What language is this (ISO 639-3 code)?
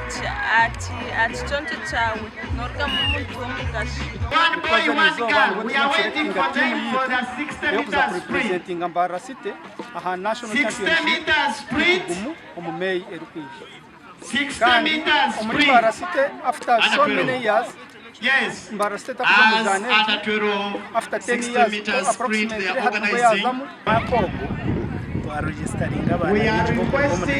nyn